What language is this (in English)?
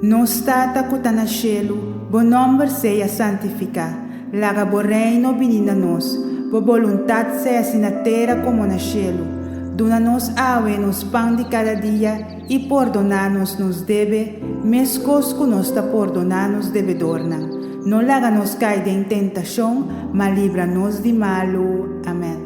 Papiamento